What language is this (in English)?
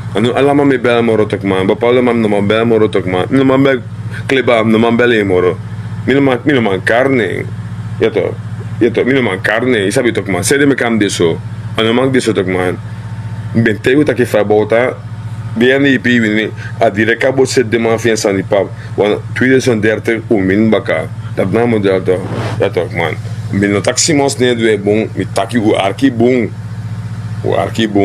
Sranan Tongo